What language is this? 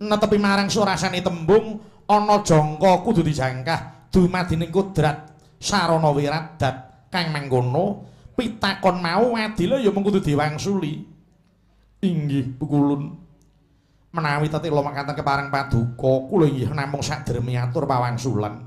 Javanese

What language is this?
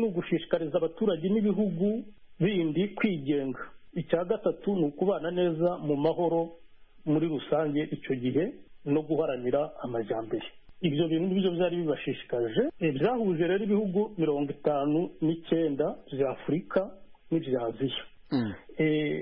Kinyarwanda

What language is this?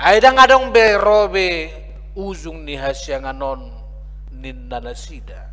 Batak Toba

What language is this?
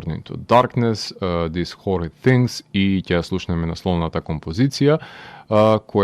Macedonian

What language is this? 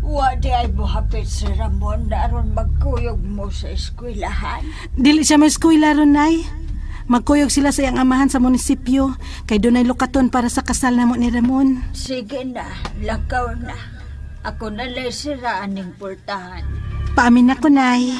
Cebuano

